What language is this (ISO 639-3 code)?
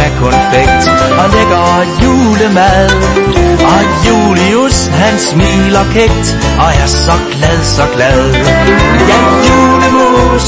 dan